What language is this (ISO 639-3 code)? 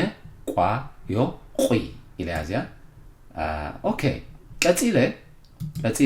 tir